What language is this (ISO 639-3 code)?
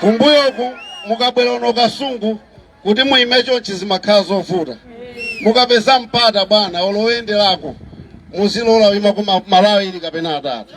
nya